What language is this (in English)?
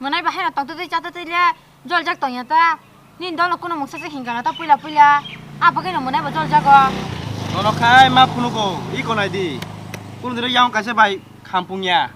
Kok Borok